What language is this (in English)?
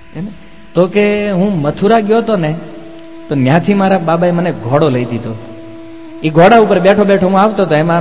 Gujarati